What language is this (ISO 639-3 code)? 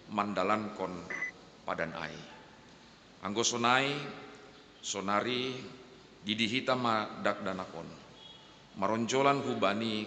bts